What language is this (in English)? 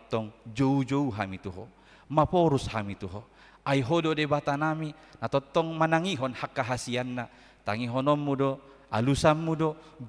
Batak Toba